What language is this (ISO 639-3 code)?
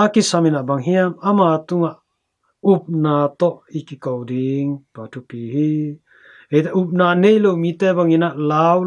ctd